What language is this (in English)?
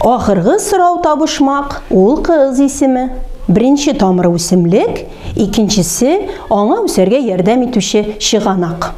Tatar